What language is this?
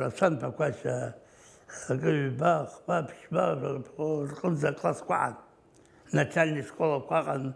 Abkhazian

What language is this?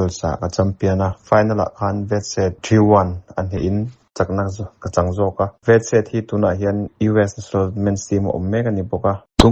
Mizo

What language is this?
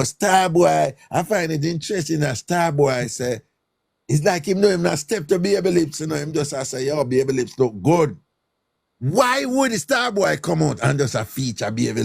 Jamaican Creole English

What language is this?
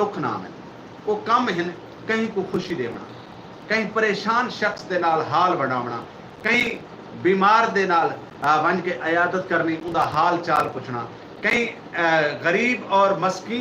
Saraiki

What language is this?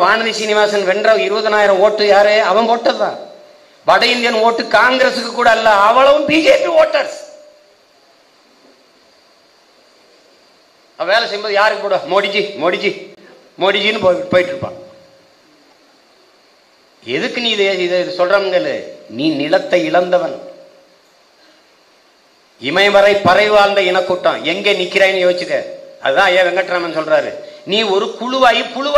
Tamil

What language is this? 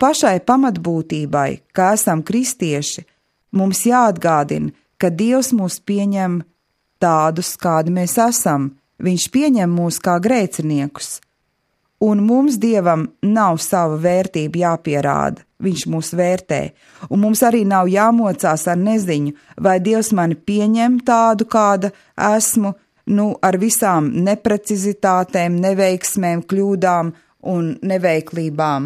Latvian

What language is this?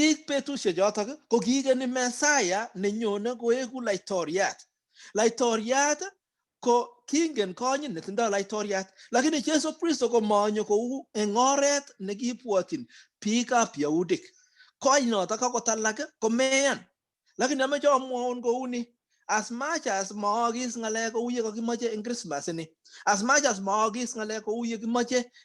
Kalenjin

